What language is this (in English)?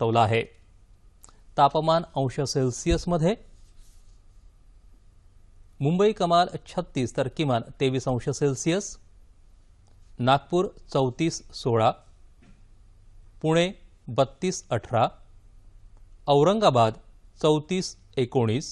Marathi